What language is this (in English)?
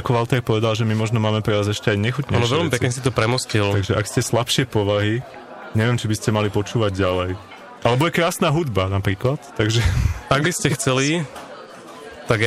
Slovak